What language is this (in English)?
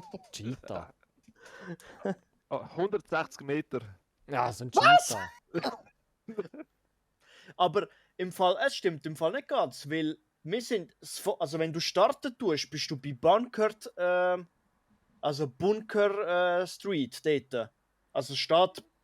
Swiss German